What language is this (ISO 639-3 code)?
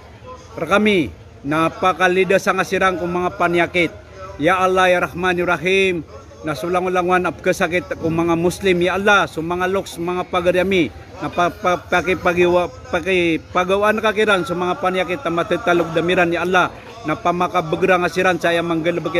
mrw